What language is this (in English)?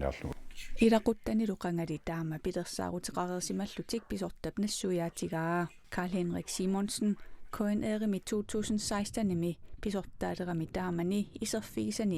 Kalaallisut